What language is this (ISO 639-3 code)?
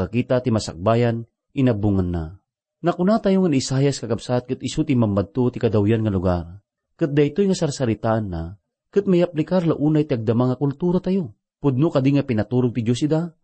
ilo